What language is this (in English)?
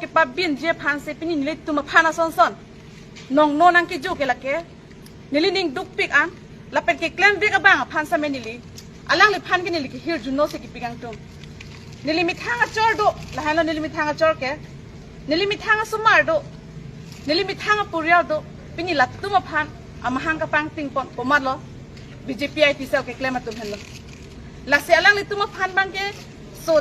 Karbi